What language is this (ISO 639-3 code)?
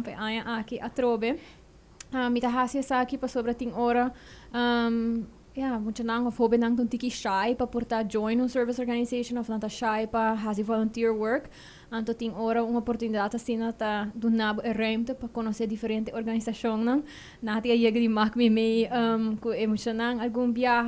pap